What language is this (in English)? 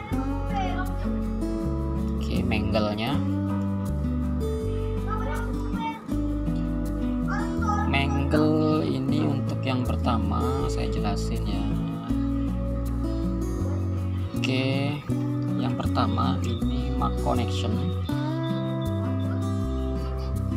Indonesian